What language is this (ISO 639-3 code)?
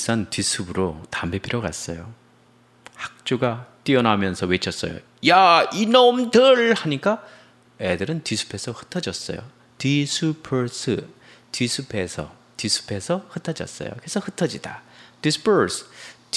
kor